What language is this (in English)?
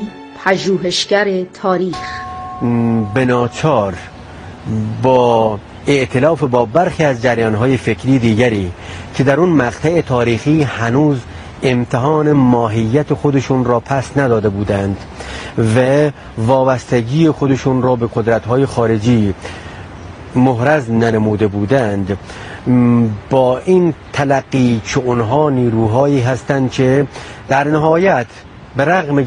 Persian